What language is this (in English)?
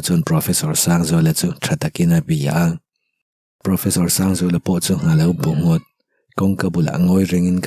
Mizo